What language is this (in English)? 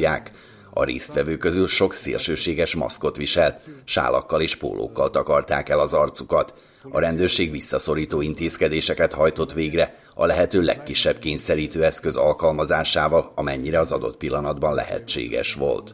Hungarian